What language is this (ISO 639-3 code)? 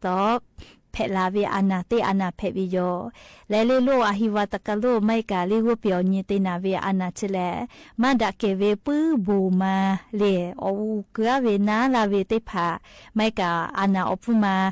lhu